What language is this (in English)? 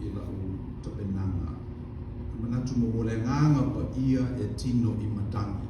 Samoan